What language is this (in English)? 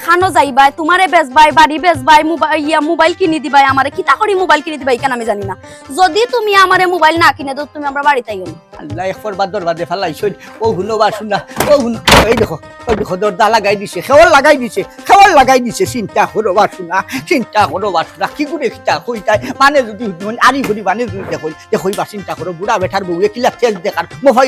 Sylheti